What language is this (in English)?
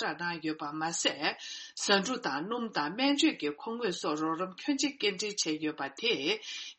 Tibetan